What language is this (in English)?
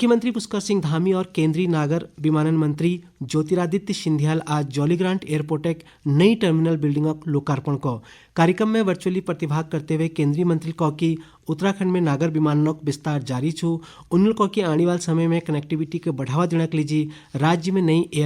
Garhwali